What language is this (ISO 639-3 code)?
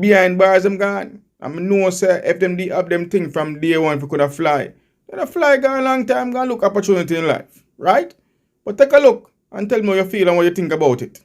jam